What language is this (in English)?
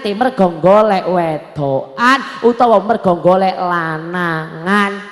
Javanese